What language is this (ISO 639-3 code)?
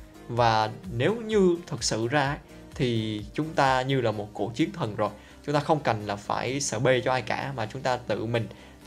vie